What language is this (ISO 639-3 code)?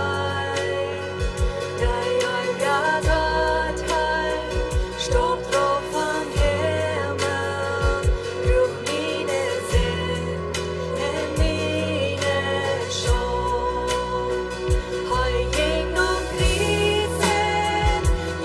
pdt